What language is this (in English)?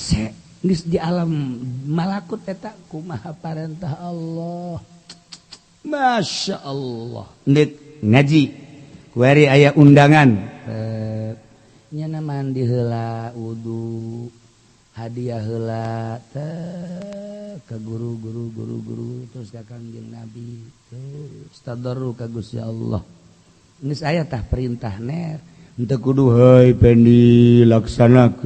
Sundanese